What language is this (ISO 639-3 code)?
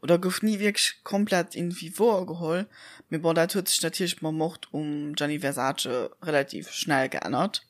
ltz